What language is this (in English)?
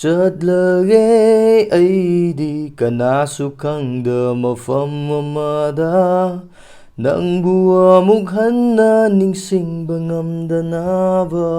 Manipuri